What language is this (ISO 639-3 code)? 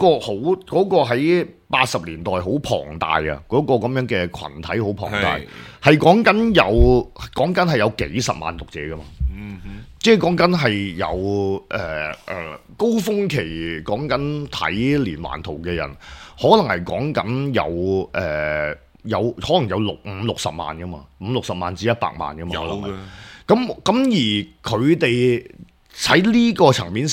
yue